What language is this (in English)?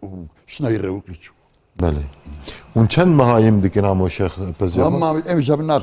Kurdish